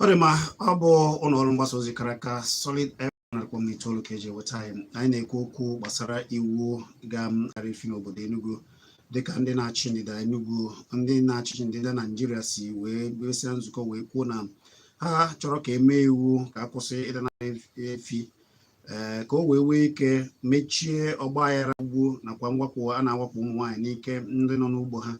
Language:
Igbo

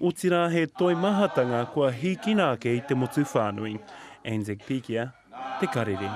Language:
Māori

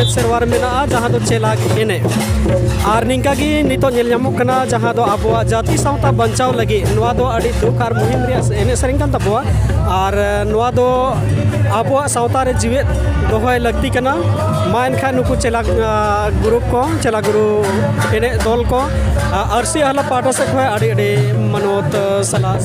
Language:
Santali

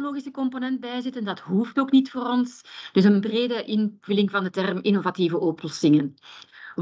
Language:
Dutch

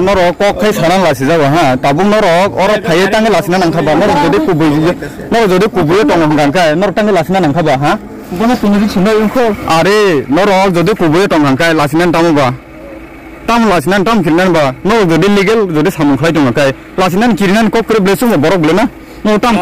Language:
Riang (India)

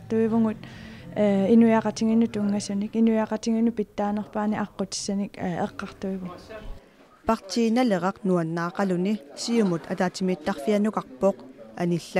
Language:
Kalaallisut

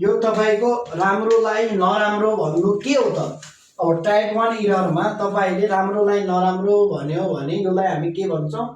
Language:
Nepali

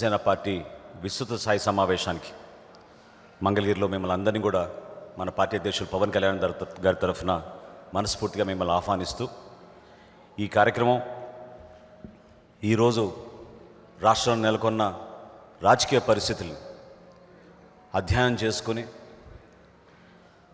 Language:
Telugu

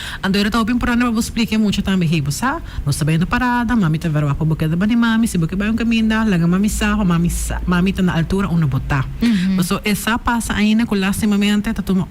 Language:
Papiamento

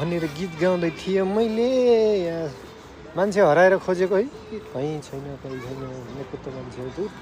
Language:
Nepali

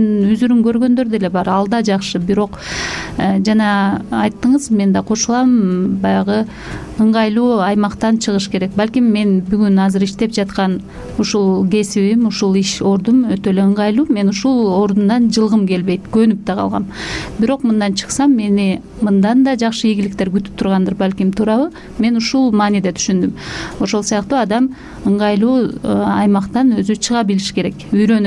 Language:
Kyrgyz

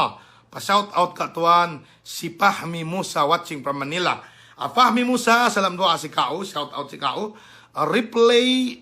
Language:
Yakan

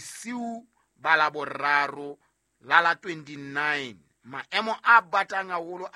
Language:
Southern Sotho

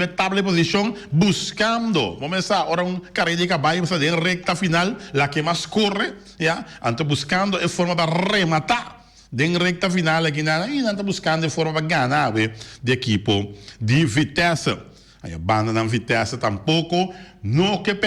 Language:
Papiamento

